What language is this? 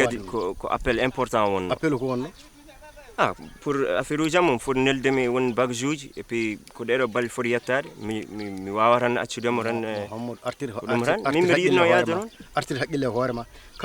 Fula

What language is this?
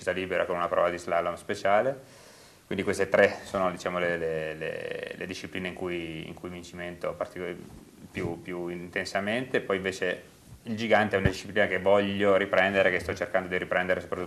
Italian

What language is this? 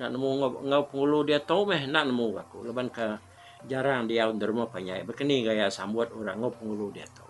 Iban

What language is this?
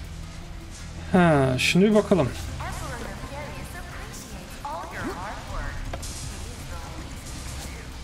Turkish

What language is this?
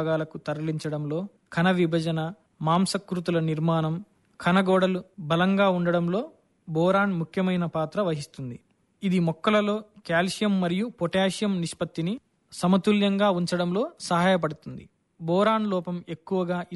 Telugu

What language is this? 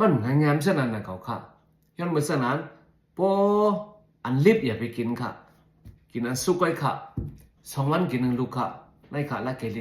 Shan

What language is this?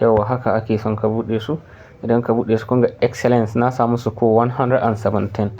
Hausa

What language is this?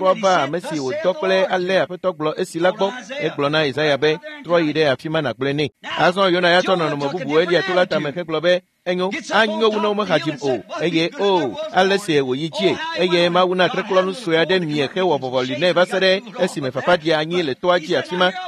Ewe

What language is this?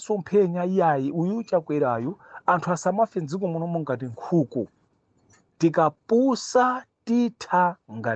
Nyanja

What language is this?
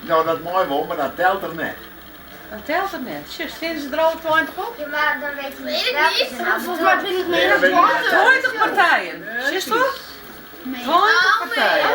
Western Frisian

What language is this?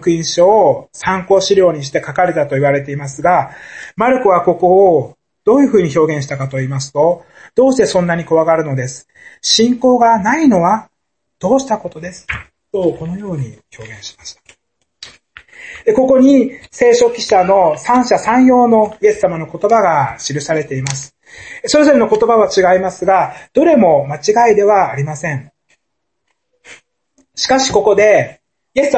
Japanese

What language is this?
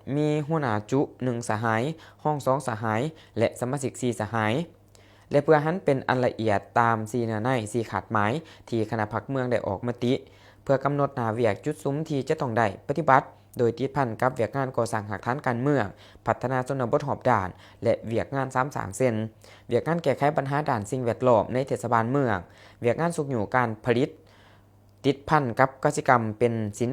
Lao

